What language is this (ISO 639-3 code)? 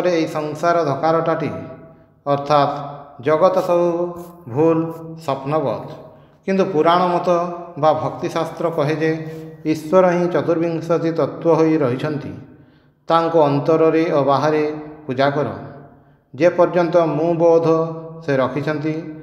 ori